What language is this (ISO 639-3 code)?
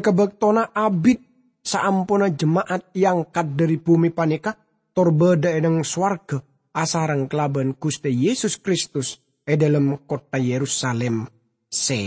mad